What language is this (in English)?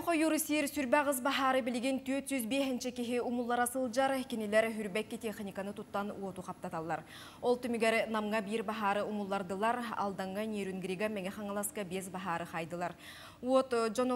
Yakut